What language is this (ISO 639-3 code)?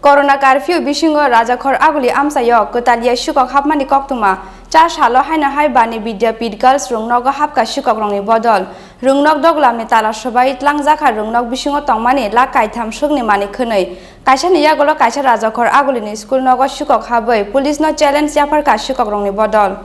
trp